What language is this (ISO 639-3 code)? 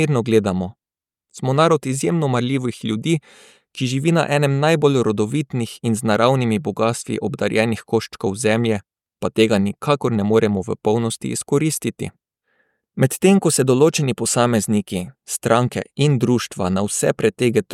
slv